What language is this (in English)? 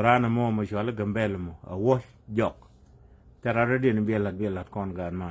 Nuer